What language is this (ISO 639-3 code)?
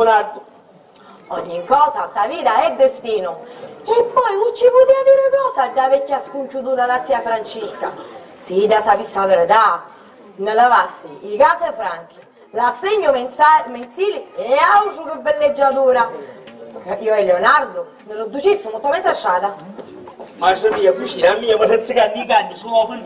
scn